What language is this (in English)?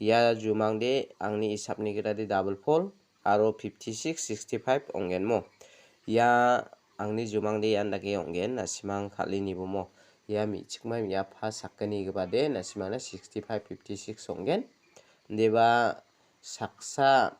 Garo